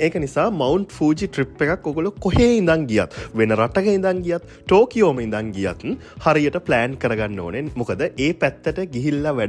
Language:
Sinhala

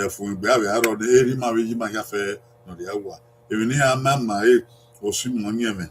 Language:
Bini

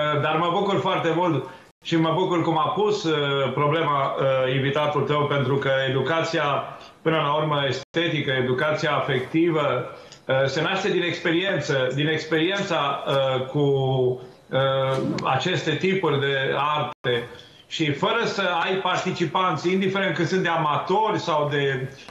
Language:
Romanian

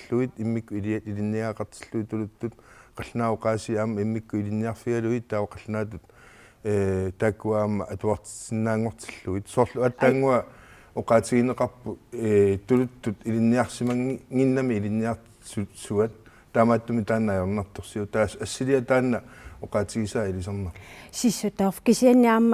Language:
Kalaallisut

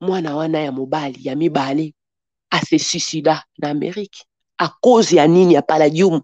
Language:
Lingala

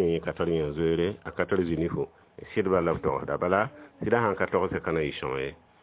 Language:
Mossi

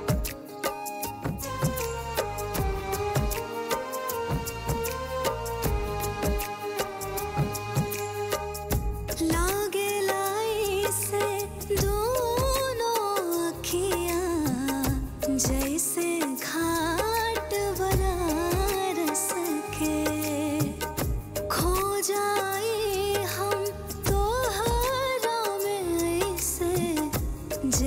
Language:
Bhojpuri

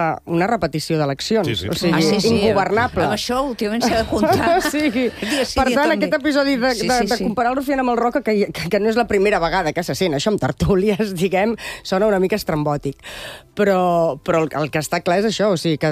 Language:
Catalan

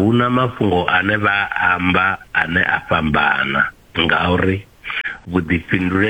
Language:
Venda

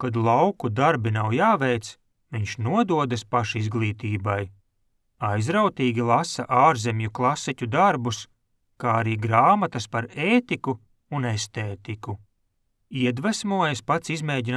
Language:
Latvian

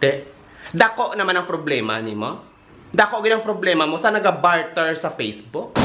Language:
Hiligaynon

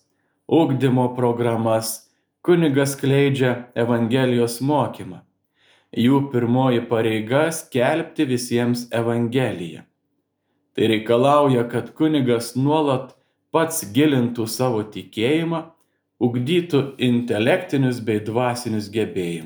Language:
Lithuanian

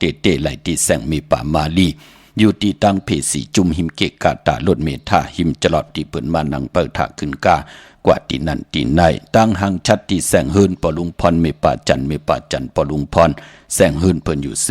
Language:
Shan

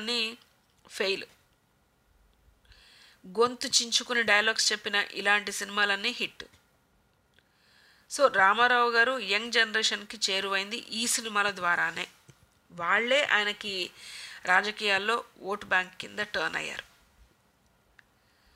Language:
Telugu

